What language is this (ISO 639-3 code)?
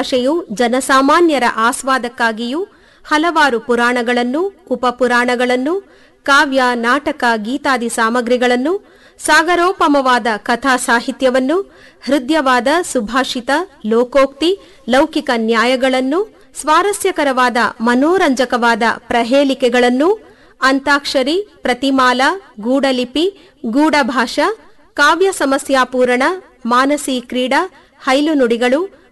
kan